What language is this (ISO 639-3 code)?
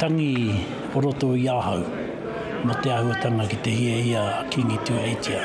mri